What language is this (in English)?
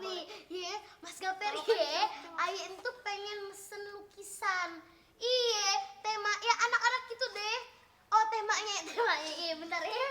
Betawi